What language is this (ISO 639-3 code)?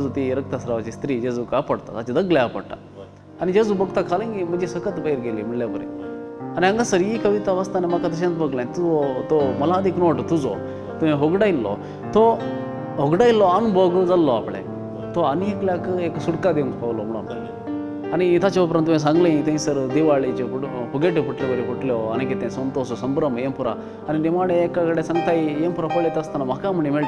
kok